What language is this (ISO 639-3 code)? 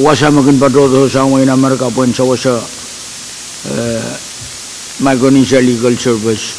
pon